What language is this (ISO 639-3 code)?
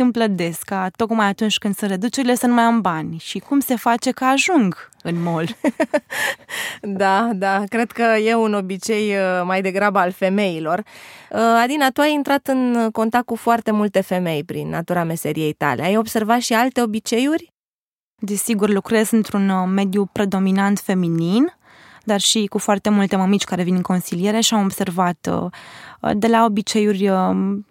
ron